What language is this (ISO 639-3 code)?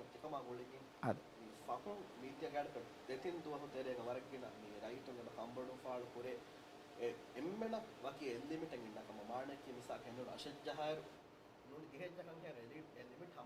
div